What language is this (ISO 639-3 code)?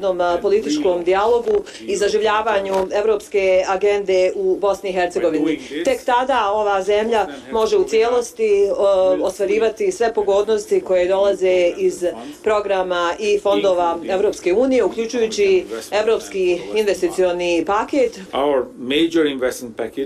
bos